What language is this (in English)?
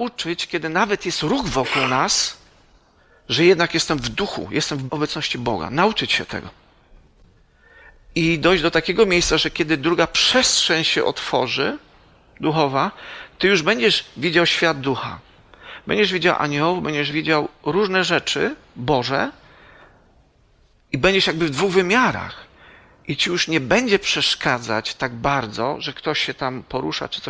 Polish